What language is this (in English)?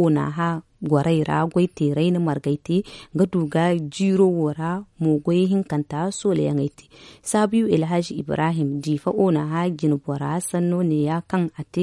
Zarma